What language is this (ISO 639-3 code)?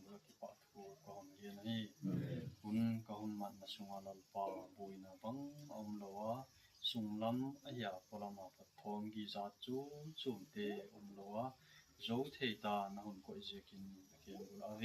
gnb